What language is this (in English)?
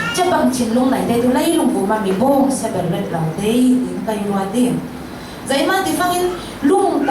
Falam Chin